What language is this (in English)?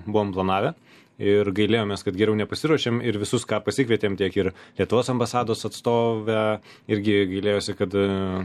Lithuanian